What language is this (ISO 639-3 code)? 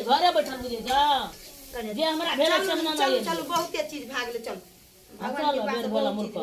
mai